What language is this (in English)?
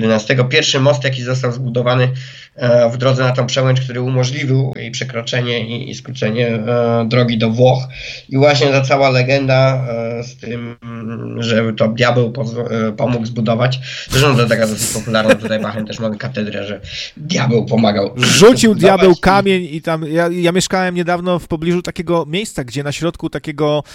Polish